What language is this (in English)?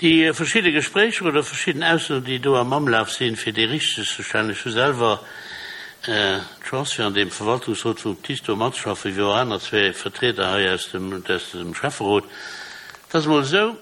Luxembourgish